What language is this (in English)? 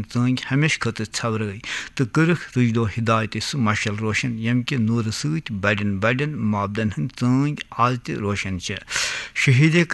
Kashmiri